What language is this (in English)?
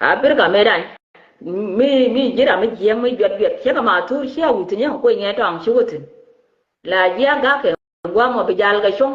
Nuer